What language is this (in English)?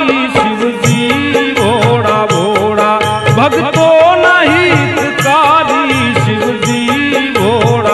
Gujarati